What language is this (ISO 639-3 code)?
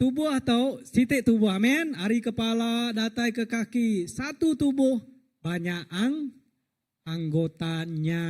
iba